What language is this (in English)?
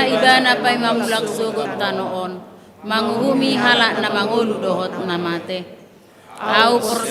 Batak Toba